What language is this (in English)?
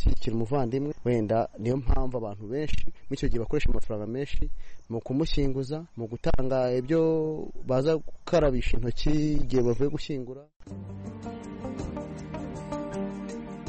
Kinyarwanda